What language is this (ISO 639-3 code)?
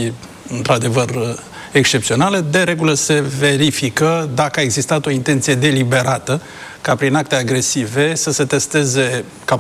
ron